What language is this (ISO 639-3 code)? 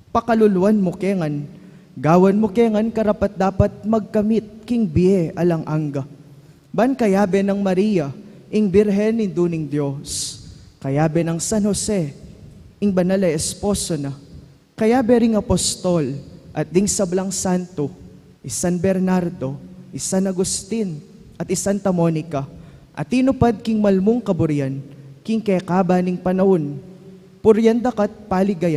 pam